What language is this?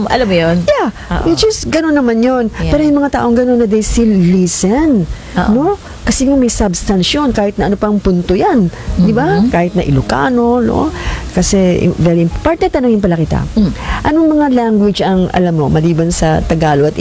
Filipino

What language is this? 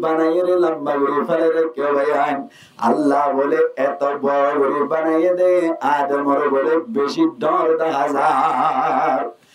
Rohingya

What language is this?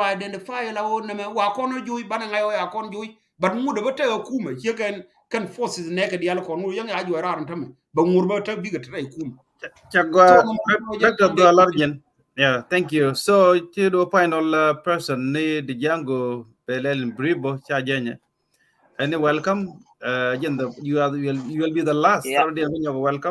Nuer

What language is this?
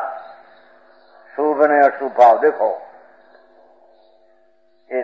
Gujarati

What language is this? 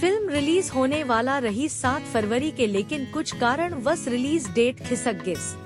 Chhattisgarhi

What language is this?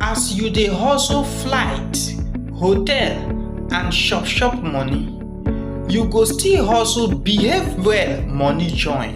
Nigerian Pidgin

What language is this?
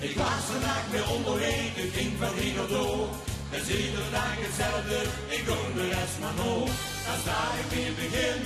Limburgish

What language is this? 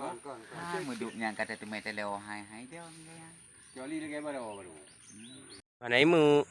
Achinese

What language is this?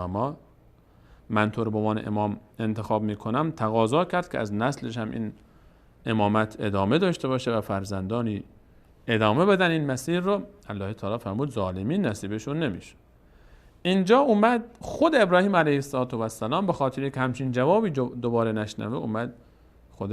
Persian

